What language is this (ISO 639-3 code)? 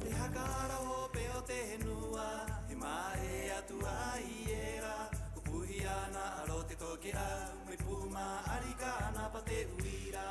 rap